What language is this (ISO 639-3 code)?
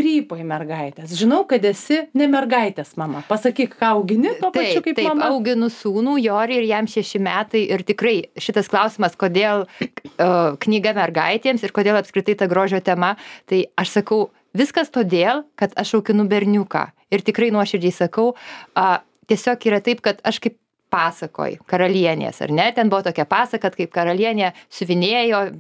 lit